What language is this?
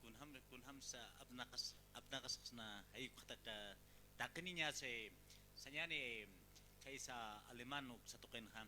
Aymara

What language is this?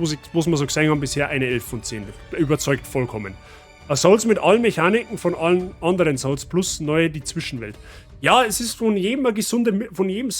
Bavarian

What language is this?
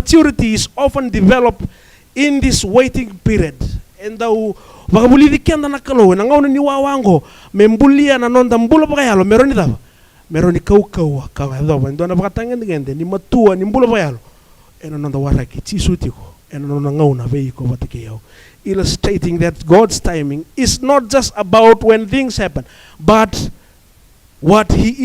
Fijian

